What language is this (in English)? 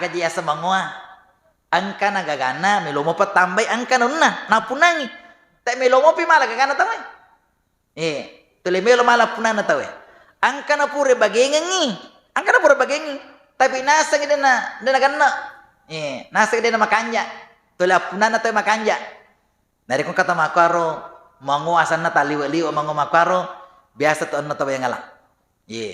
Buginese